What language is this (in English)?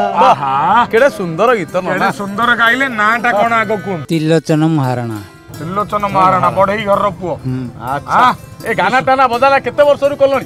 Odia